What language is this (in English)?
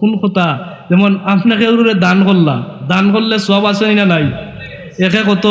Sylheti